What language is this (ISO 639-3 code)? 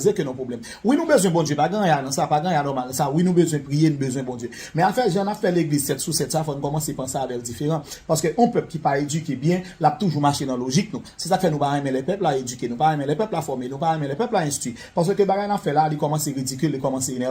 hat